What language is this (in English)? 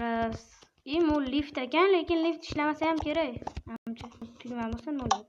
Uzbek